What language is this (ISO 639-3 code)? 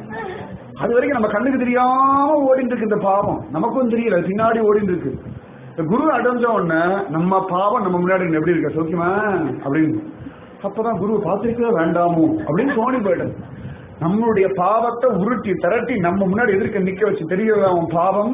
tam